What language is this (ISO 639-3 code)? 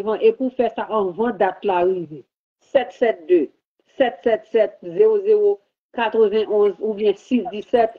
hat